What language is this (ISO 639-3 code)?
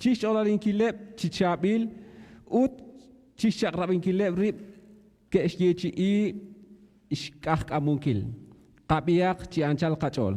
kek